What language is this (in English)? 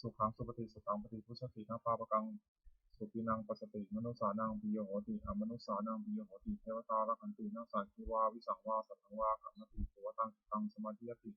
Pali